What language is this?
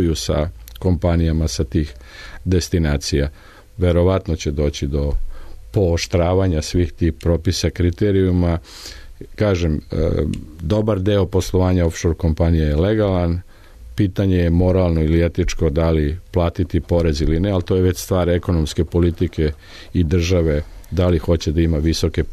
Serbian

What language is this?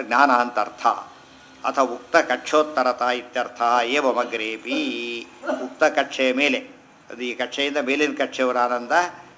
Kannada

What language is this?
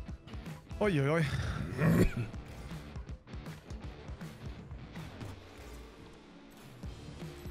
Swedish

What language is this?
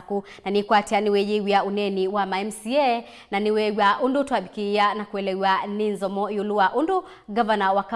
Kamba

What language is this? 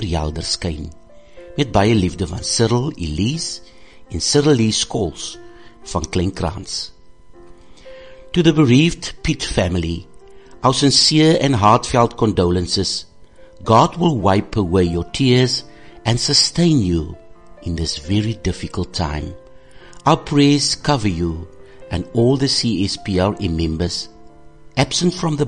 Afrikaans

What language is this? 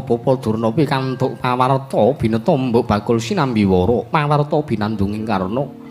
Javanese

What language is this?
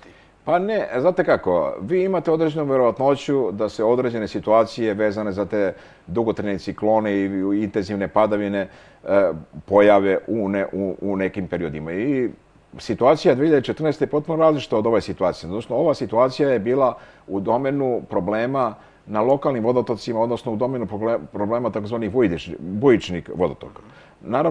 Serbian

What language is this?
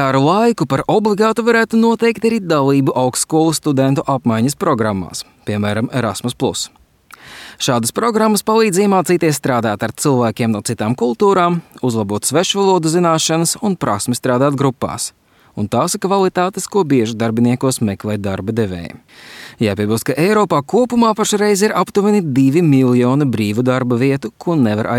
Latvian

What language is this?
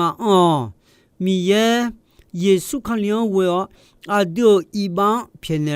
Akha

